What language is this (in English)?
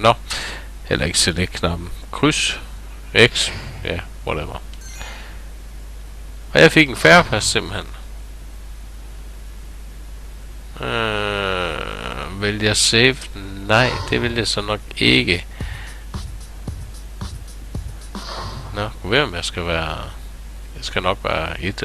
Danish